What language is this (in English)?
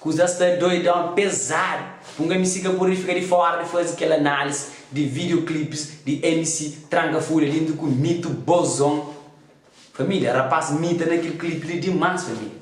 Kabuverdianu